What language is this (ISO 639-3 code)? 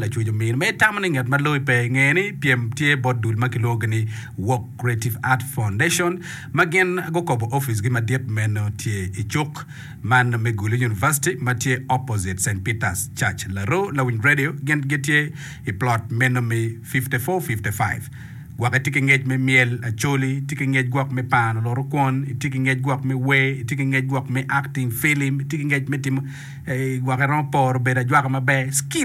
ach